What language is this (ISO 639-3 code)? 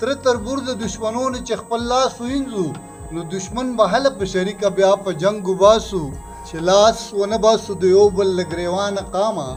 pus